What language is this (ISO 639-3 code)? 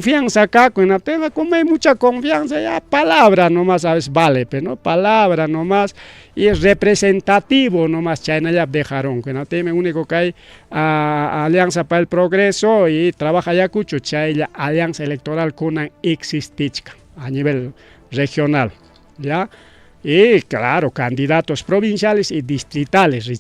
quy